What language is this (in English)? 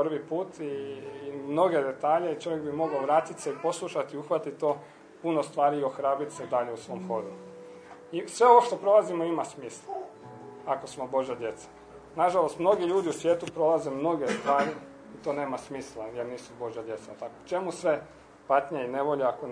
Croatian